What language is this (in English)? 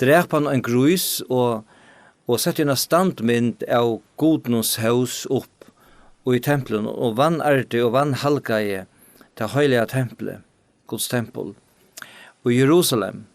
Faroese